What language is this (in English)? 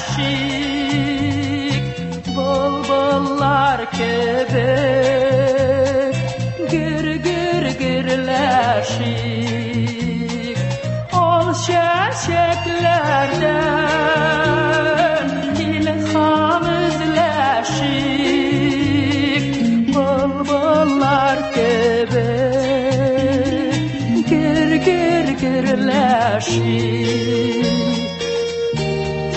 Tatar